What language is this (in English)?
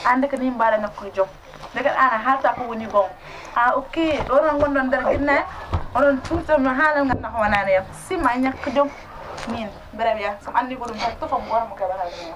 Fula